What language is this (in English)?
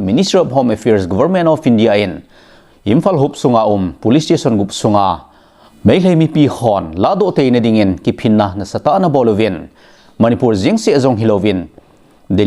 Thado Chin